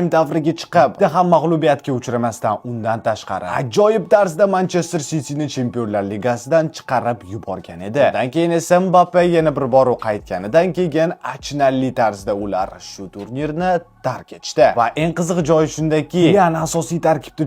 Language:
Uzbek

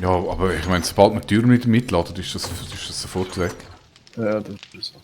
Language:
Swiss German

